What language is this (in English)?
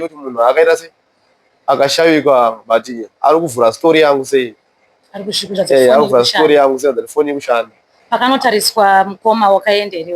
Shona